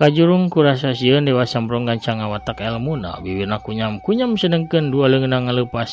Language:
Sundanese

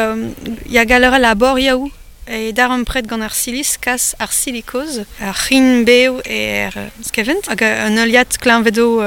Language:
Breton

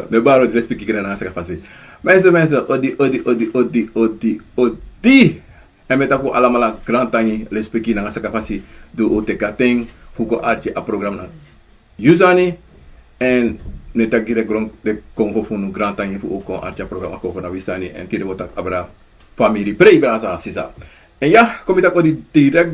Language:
Sranan Tongo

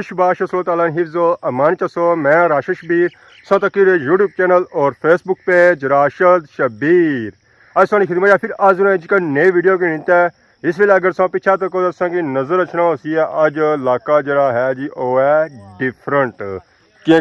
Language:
Pahari-Potwari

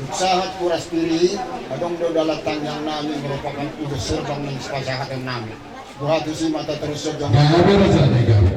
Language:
Batak Toba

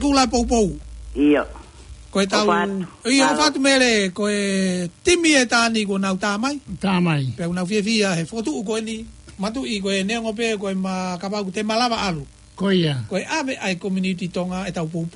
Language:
Tongan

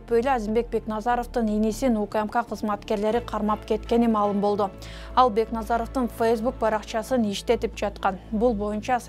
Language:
Kyrgyz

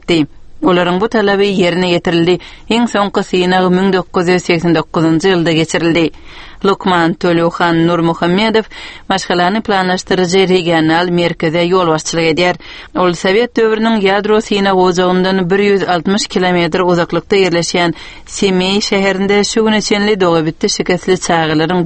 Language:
Turkmen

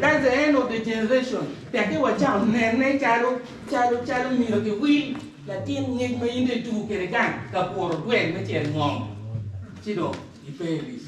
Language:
Acoli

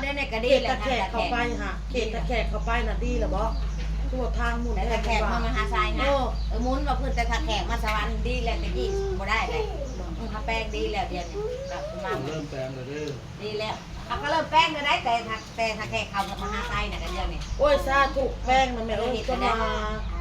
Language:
Northeastern Thai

